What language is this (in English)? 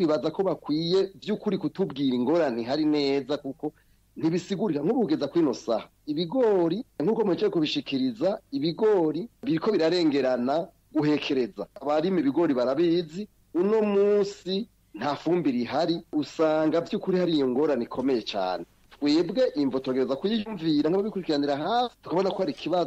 Rundi